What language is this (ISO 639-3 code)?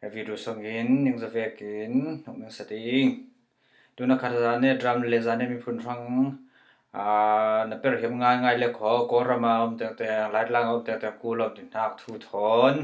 cfm